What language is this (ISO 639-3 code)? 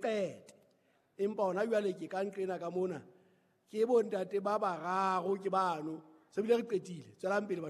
sot